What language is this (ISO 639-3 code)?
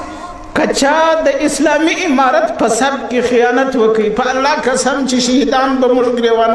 pus